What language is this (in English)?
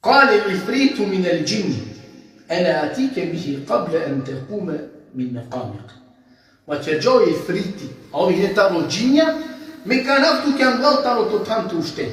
Balkan Romani